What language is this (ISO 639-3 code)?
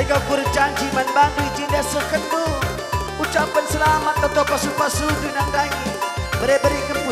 btx